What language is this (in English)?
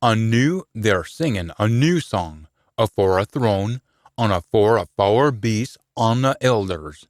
Scots